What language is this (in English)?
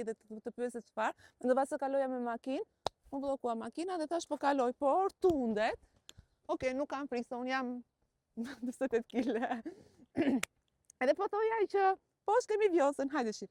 Albanian